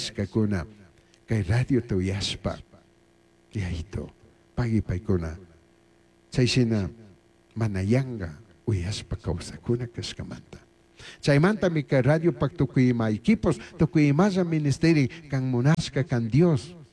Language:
Chimborazo Highland Quichua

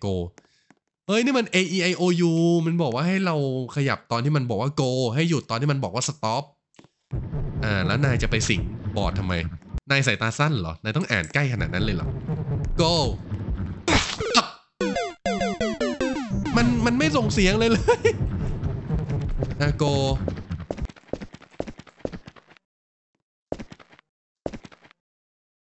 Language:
Thai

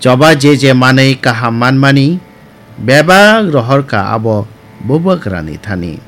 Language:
Kok Borok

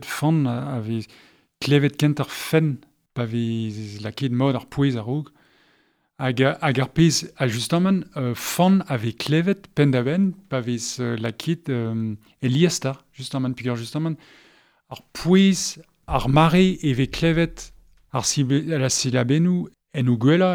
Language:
Breton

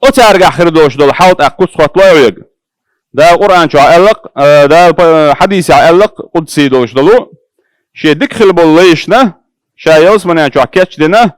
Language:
Chechen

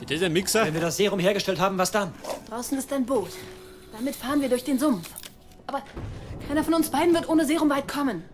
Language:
Bavarian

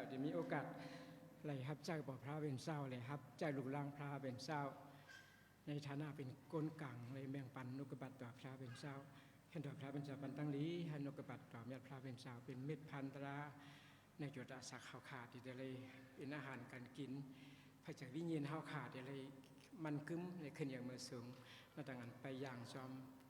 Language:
Shan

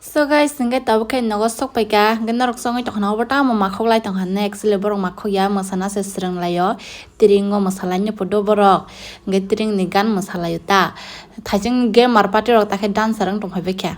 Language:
Kok Borok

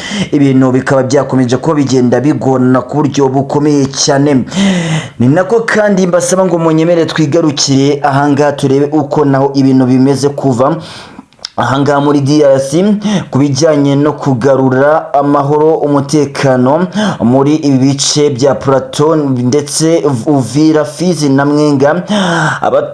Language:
Kinyarwanda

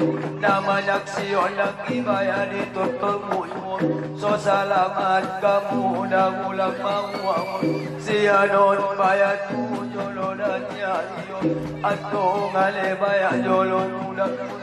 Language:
Batak Angkola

